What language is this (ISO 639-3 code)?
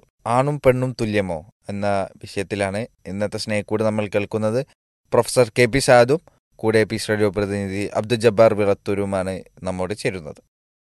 mal